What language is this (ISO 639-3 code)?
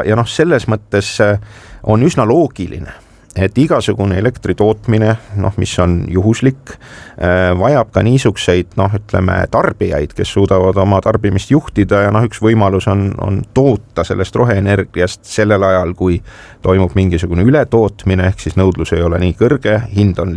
est